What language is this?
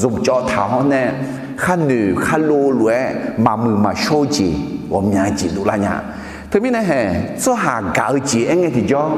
Akha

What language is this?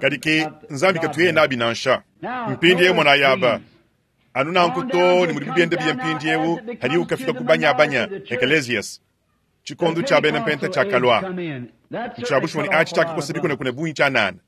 Luba-Lulua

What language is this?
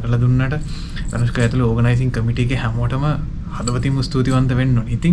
Sinhala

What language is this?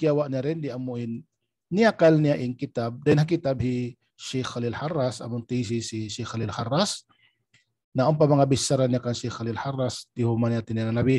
Tausug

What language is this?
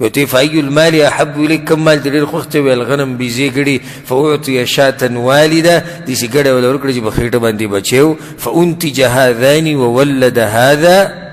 Pashto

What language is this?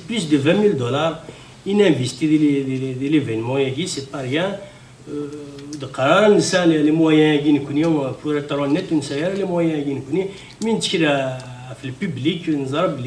Kabyle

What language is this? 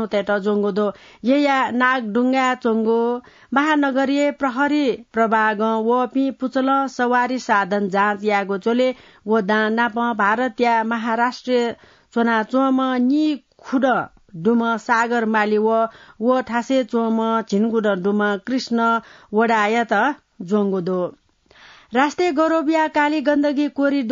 Newari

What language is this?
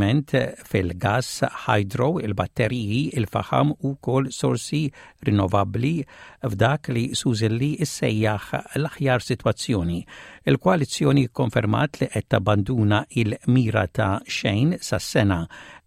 Maltese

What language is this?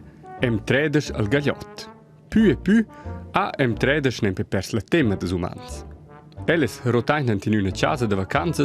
Romansh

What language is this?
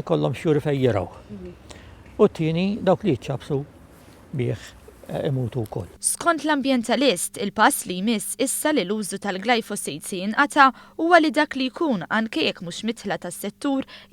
Maltese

